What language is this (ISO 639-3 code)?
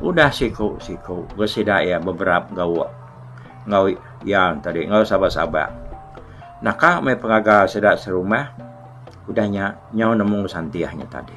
iba